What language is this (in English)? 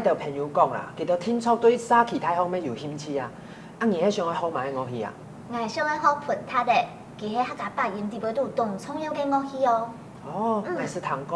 Hakka Chinese